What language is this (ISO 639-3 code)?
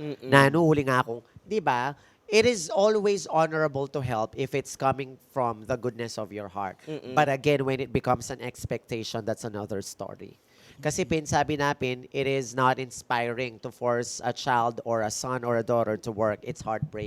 pam